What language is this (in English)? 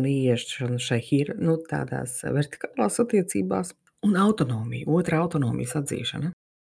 Latvian